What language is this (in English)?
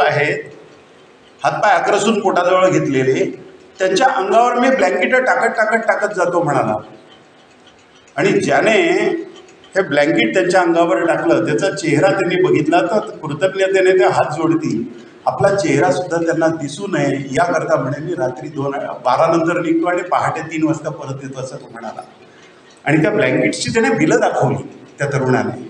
Marathi